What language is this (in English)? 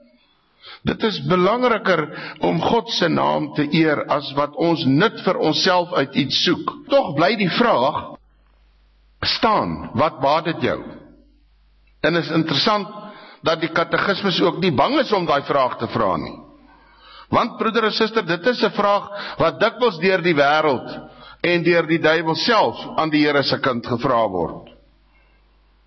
Afrikaans